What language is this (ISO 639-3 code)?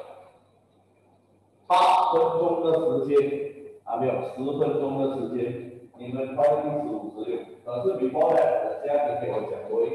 zho